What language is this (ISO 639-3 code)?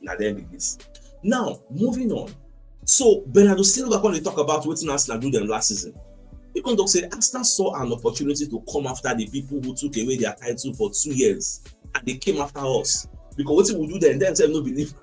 pcm